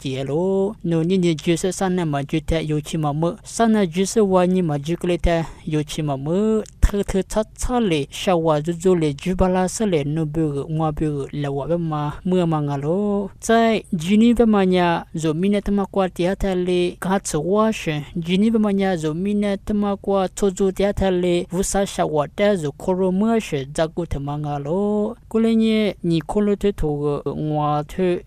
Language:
Lisu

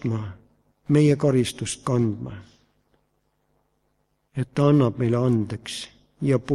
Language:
Estonian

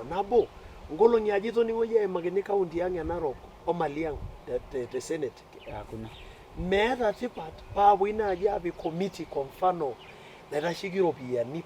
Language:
Masai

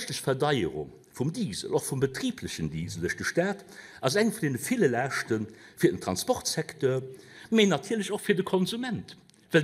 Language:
Luxembourgish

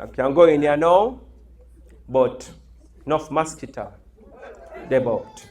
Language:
Jamaican Creole English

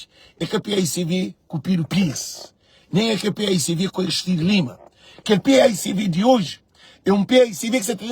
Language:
Kabuverdianu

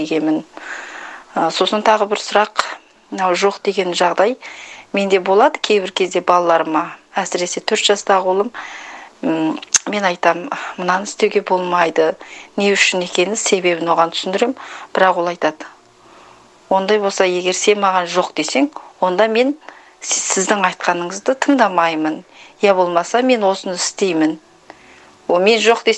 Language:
Kazakh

